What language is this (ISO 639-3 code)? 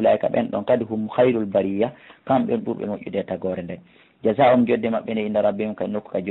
ful